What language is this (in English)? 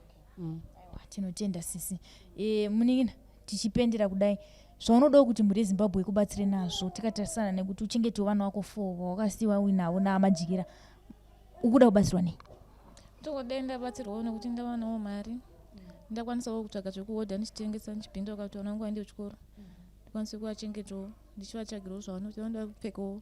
Shona